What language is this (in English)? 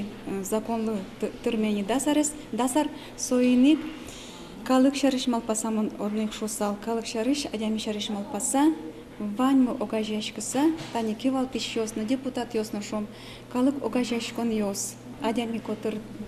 Udmurt